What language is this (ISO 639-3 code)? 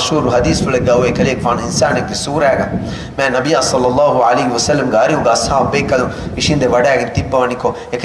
div